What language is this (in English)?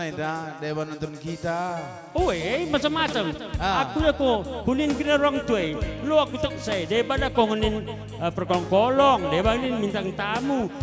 Batak Karo